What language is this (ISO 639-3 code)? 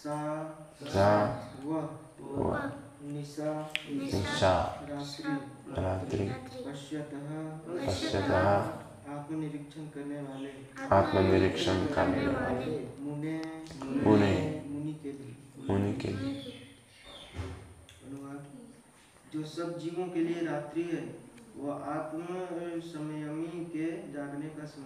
hin